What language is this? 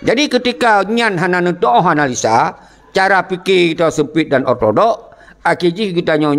Achinese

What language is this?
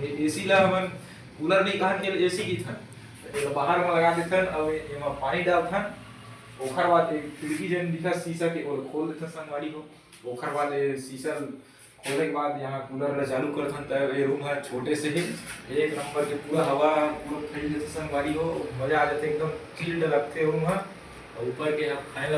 Chhattisgarhi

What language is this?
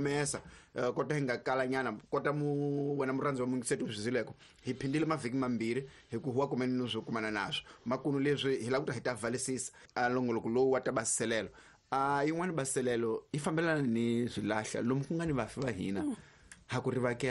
Tsonga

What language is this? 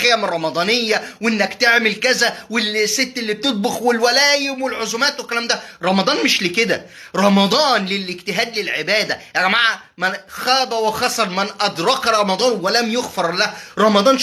Egyptian Arabic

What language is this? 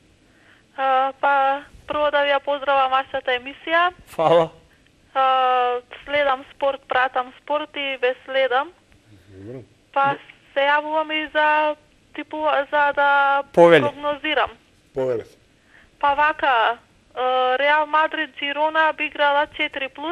Macedonian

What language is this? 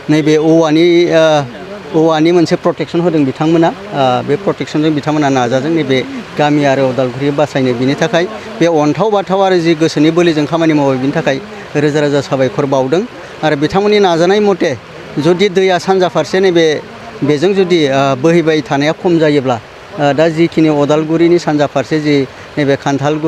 Bodo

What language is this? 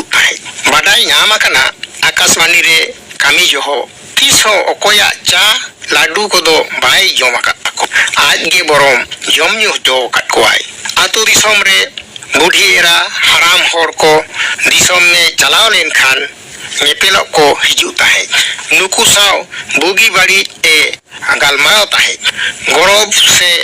Santali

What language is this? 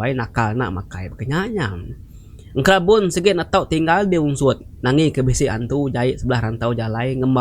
Iban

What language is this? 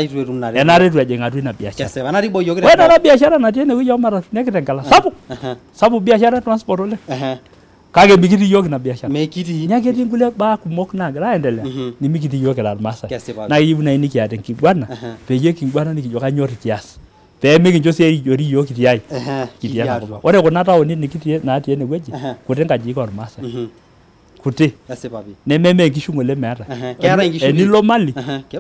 Masai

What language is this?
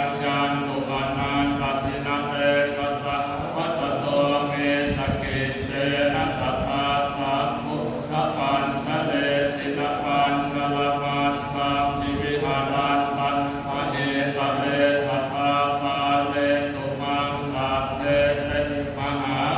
Pali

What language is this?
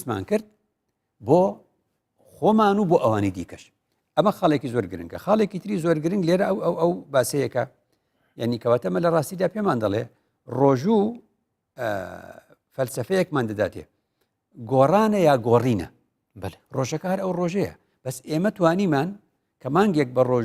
Central Kurdish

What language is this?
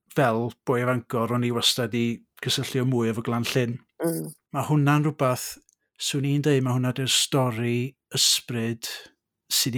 Welsh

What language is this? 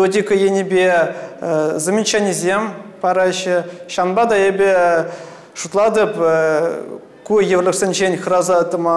Chuvash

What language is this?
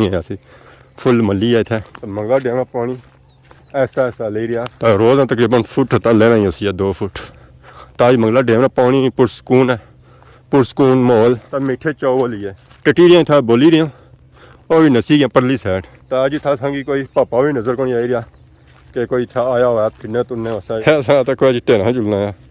Pahari-Potwari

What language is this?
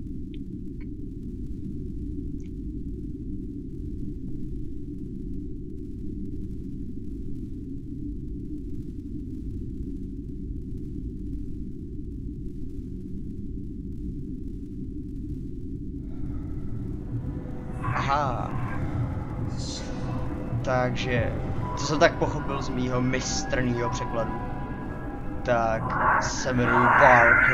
Czech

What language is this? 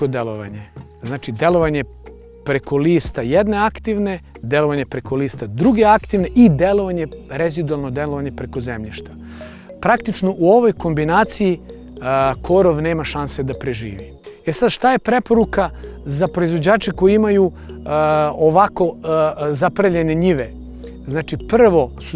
Serbian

